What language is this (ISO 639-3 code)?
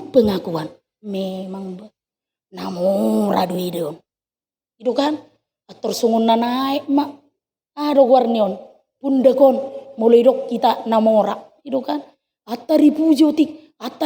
bbc